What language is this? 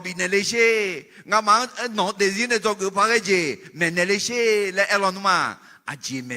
Akha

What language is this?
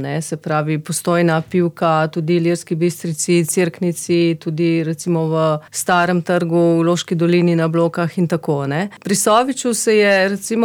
Slovenian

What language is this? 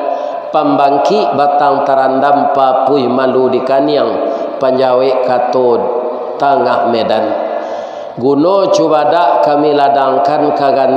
Minangkabau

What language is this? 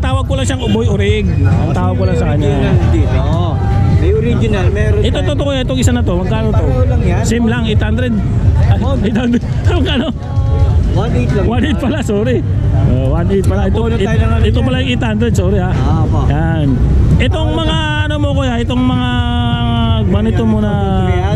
Filipino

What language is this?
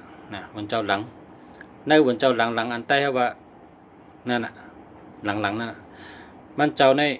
Shan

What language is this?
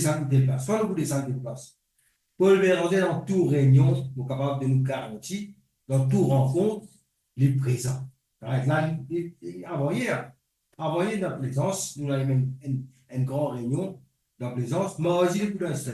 Morisyen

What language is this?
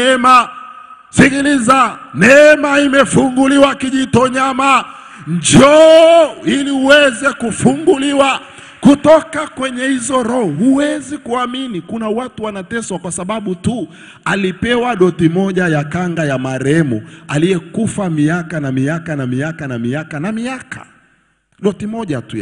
Swahili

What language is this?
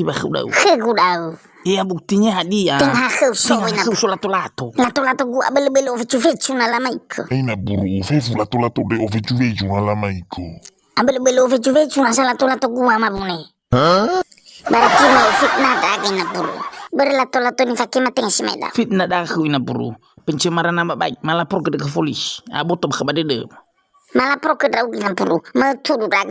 Nias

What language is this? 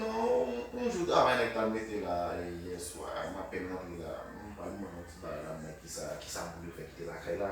Haitian Creole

